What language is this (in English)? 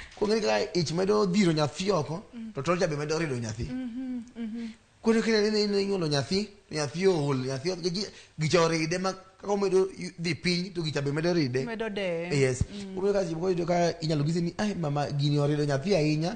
Luo (Kenya and Tanzania)